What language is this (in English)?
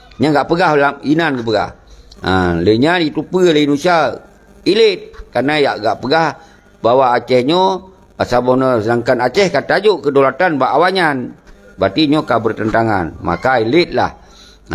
Achinese